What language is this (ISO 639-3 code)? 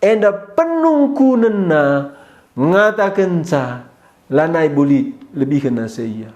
btx